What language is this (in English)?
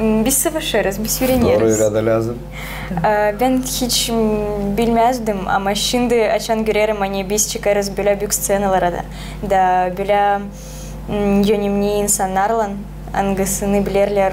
Gagauz